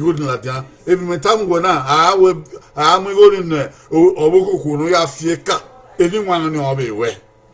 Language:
Bini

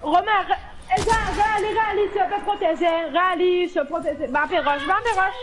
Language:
Morisyen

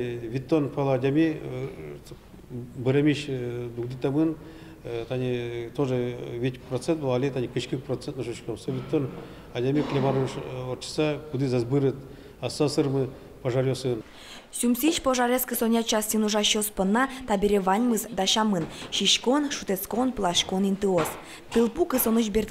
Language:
Udmurt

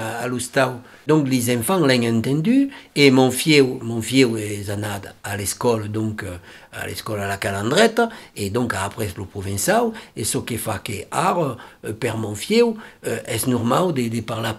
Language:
Occitan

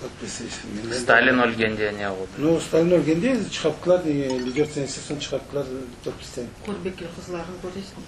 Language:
Crimean Tatar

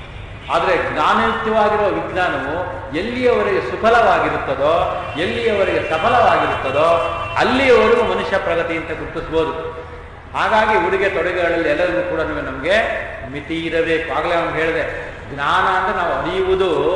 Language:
Kannada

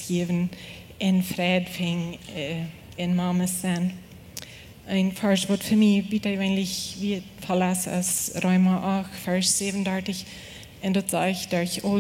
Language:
Plautdietsch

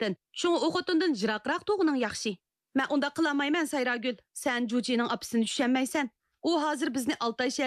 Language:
Uyghur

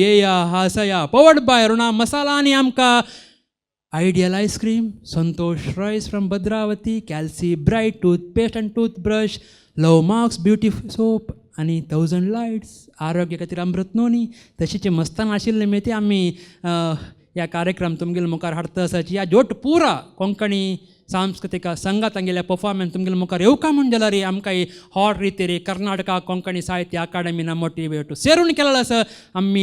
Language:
Konkani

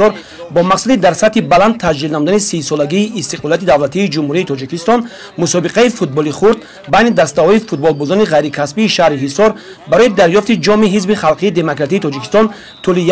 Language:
Tajik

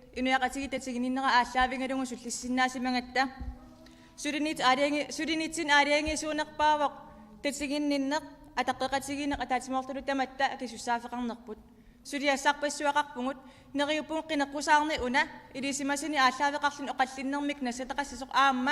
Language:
Kalaallisut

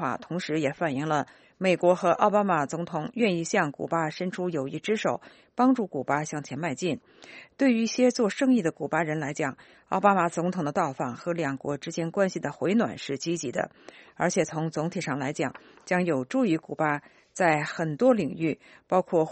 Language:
Chinese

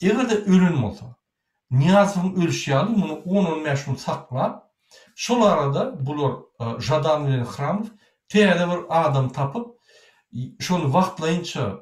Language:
Turkmen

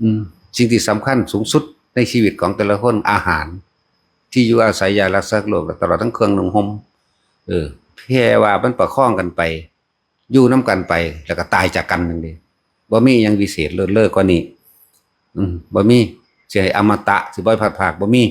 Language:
Northeastern Thai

